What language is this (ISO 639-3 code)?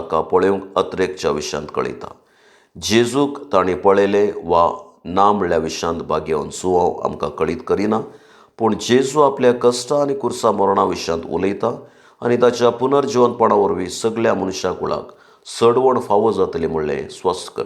kok